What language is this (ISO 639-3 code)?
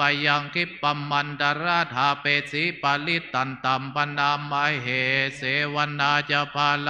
pli